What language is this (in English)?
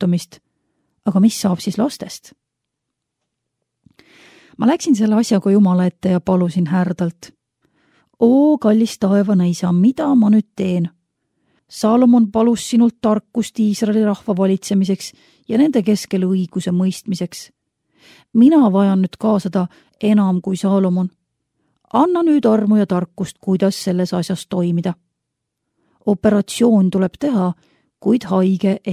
Estonian